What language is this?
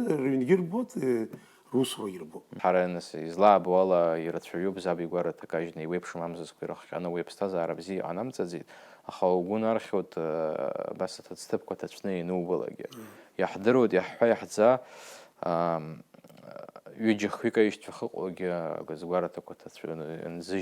Abkhazian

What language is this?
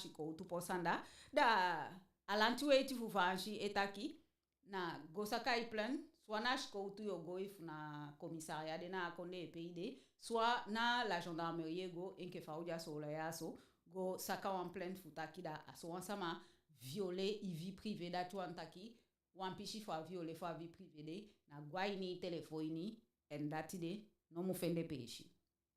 Eastern Maroon Creole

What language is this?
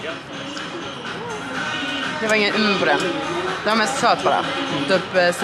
Swedish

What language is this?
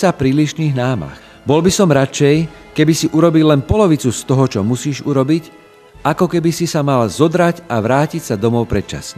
Slovak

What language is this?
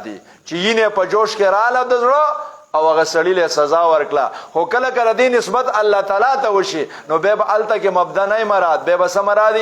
Pashto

